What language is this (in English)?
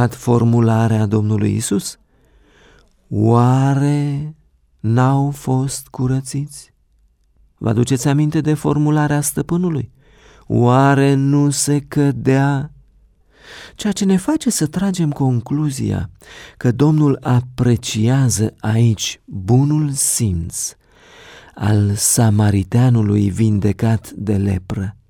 Romanian